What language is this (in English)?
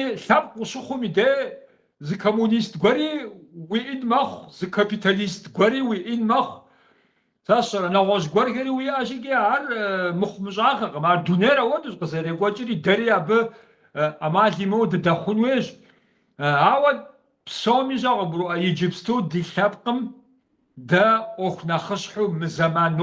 Kabardian